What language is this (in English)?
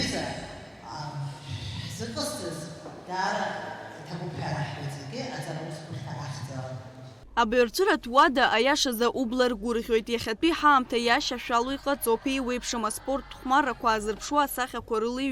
Abkhazian